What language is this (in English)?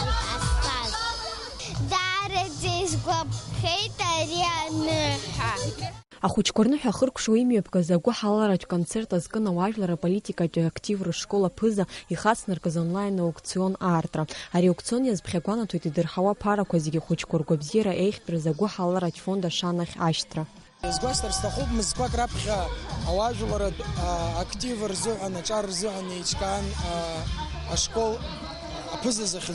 Abkhazian